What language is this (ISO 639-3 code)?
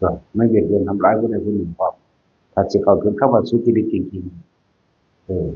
tts